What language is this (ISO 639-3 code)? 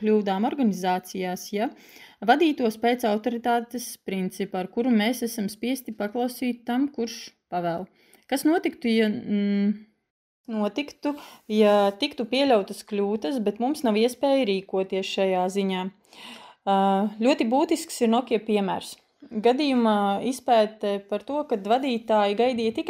lav